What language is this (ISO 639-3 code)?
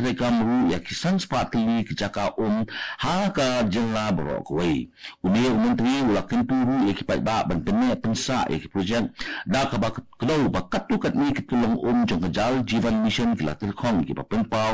kha